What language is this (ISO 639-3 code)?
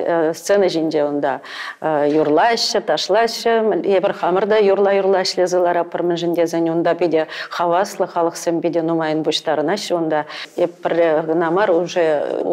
chv